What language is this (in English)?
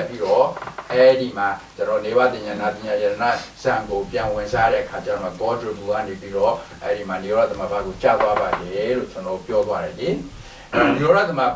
Burmese